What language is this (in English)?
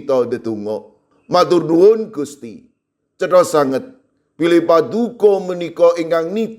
Javanese